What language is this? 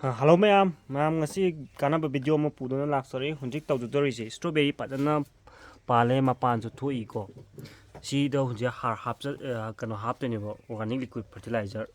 Manipuri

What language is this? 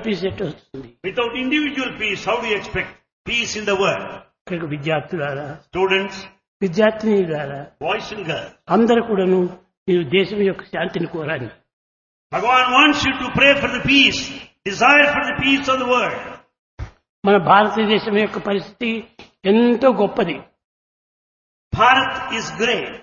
Telugu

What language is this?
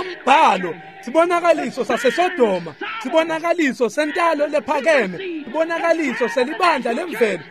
Swati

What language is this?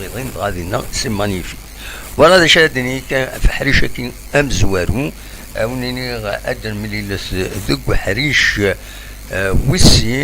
Kabyle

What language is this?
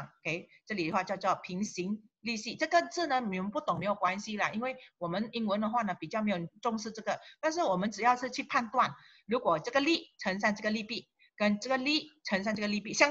Chinese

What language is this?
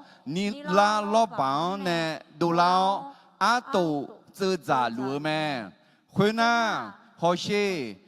Akha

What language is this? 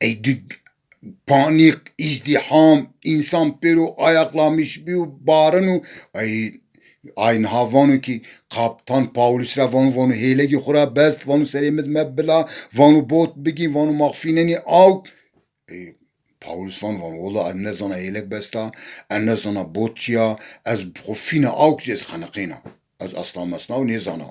Zaza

